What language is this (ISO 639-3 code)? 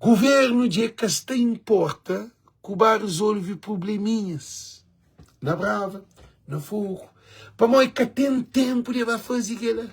kea